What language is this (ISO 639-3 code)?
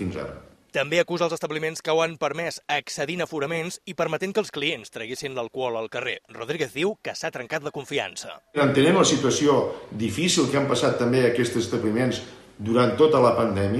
cat